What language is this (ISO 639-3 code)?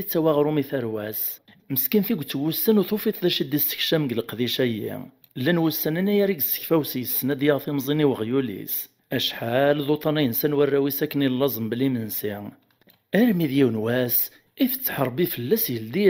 kab